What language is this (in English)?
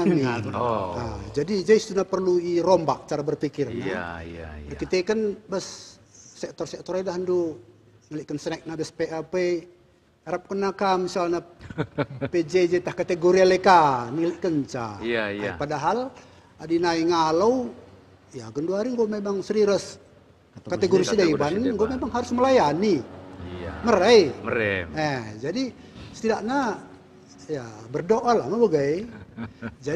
Batak Karo